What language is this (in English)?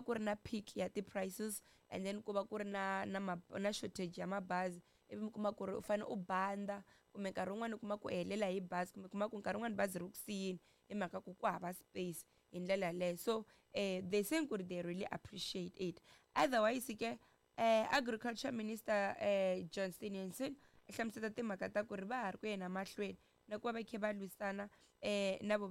Tsonga